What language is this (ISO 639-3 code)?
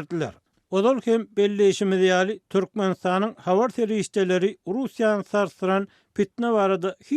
tuk